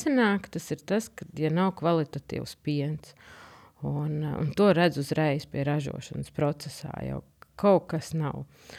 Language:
Latvian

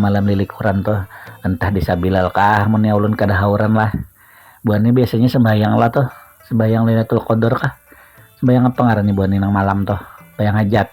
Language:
Banjar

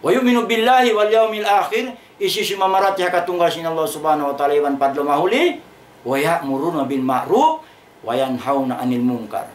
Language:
Tausug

